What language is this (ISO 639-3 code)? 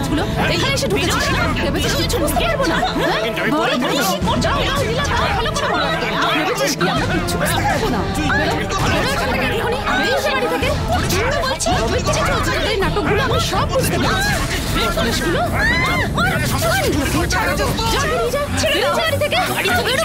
ben